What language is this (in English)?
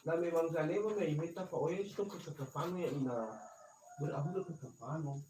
Nias